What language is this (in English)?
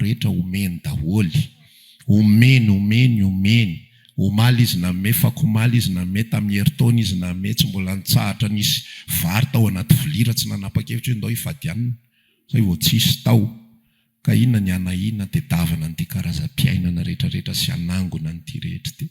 Malagasy